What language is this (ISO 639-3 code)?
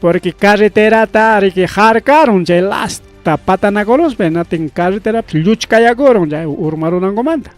quy